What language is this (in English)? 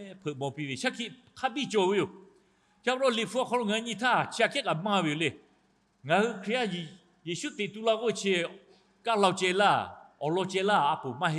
Lahu